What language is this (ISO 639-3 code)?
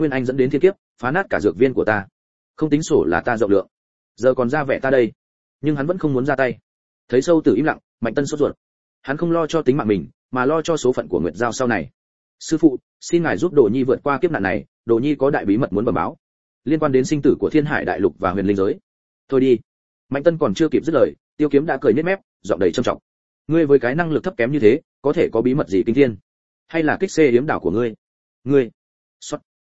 vie